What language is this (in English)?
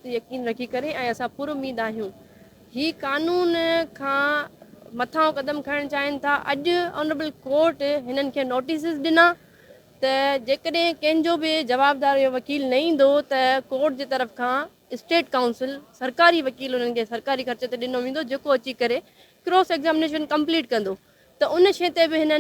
Sindhi